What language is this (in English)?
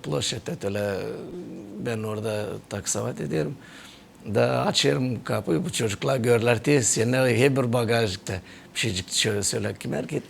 Gagauz